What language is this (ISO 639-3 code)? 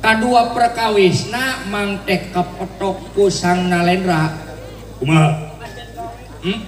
sun